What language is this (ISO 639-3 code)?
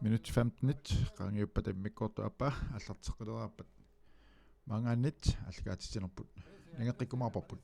kal